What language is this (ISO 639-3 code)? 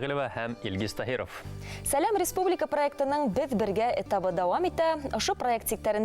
bak